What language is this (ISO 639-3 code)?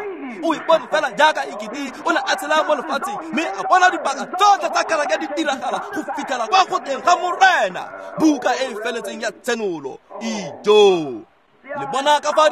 tsn